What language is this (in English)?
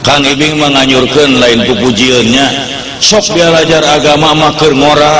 Sundanese